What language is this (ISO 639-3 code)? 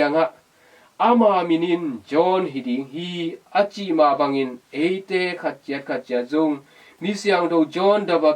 ctd